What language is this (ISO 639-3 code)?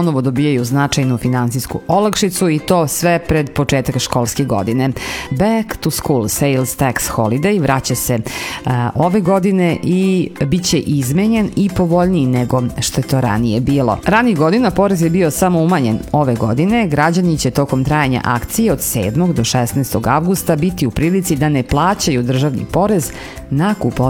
srp